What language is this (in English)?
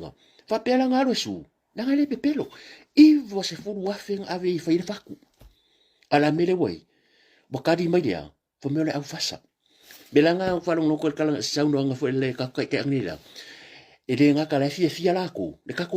Samoan